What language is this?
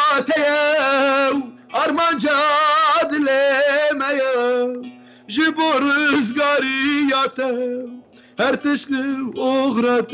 Kurdish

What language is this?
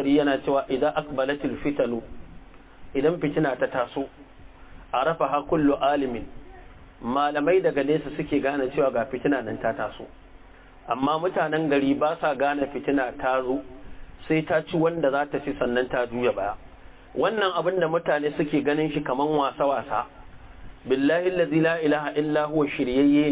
Hausa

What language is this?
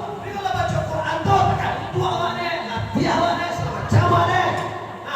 Minangkabau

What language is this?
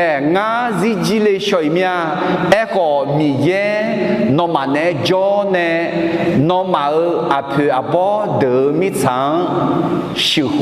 Akha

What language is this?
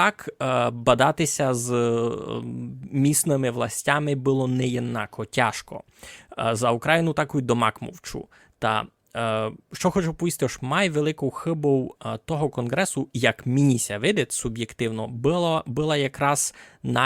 Rusyn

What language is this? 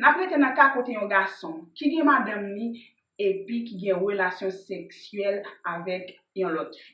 Haitian Creole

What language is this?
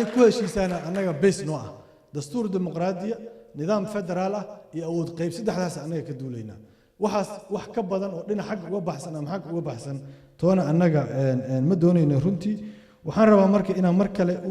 Somali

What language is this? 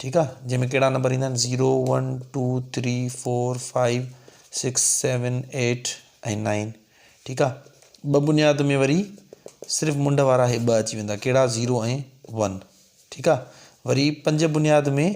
Sindhi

